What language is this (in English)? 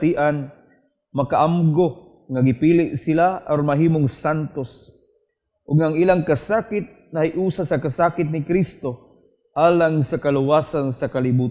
Cebuano